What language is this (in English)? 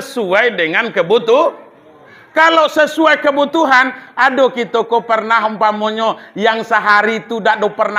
Minangkabau